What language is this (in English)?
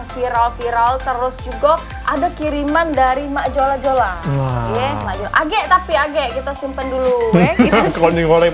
Musi